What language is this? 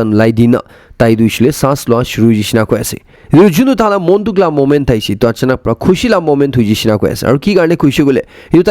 Naga Pidgin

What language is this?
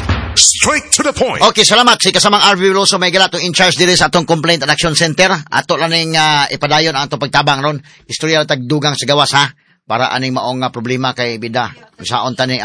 Cebuano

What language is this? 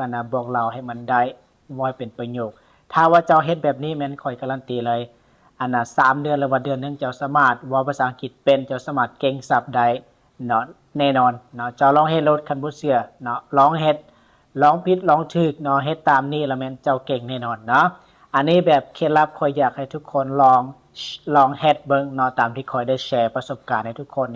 Lao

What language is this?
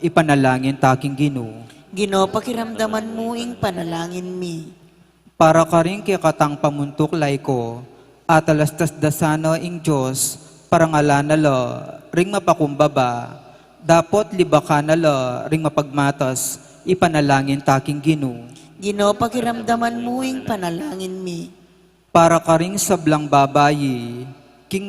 Pampanga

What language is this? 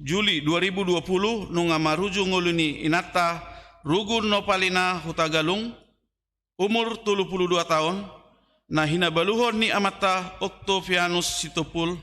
Batak Toba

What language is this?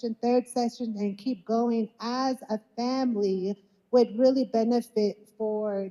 Navajo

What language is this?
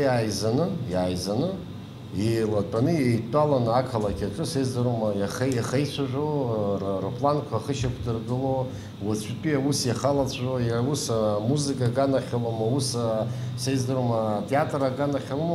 Abkhazian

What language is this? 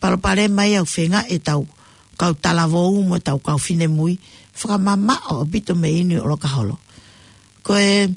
Tongan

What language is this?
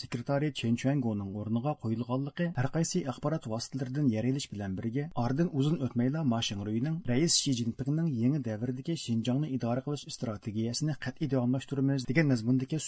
Uyghur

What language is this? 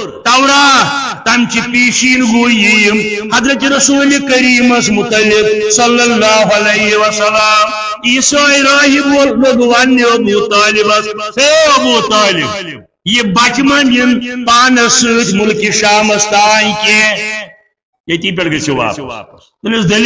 Kashmiri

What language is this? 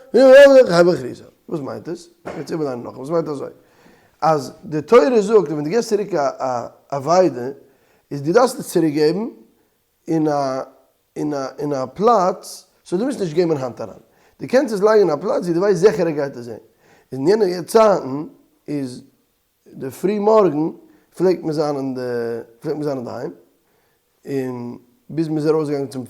Yiddish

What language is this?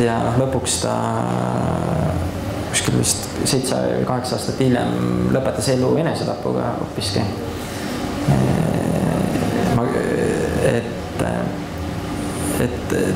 Estonian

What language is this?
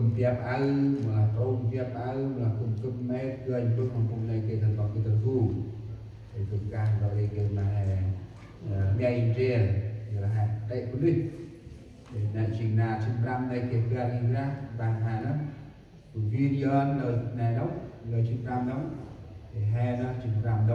Central Mnong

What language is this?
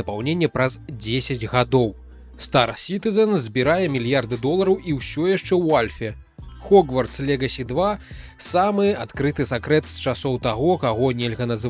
Belarusian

